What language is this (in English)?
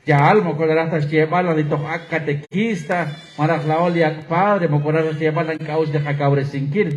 Kekchí